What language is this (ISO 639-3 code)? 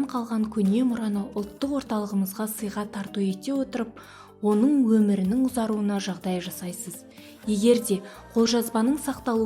kaz